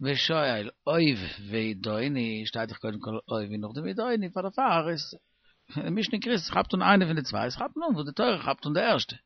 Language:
Yiddish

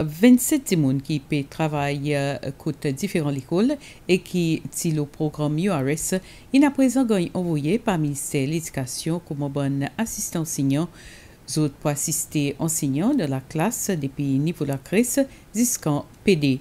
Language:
Seselwa Creole French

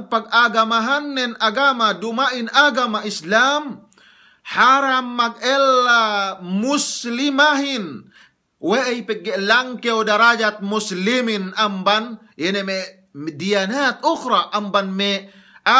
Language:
Yakan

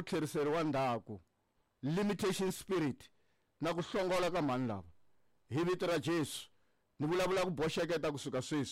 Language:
Tsonga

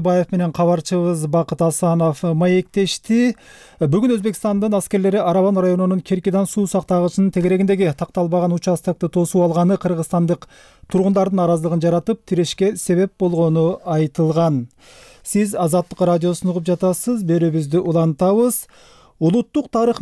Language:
Kyrgyz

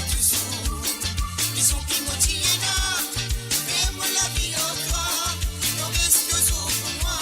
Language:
Morisyen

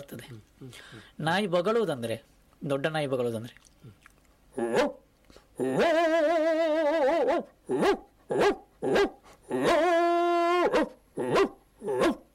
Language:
Kannada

